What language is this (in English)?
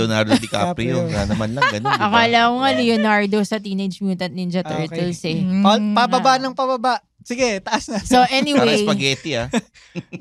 Filipino